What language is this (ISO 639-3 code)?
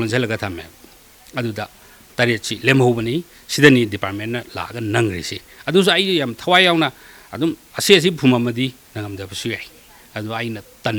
mni